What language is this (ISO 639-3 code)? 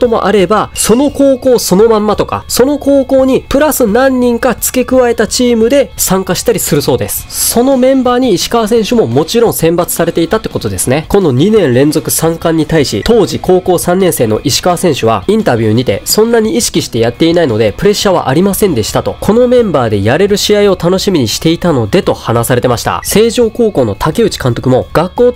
jpn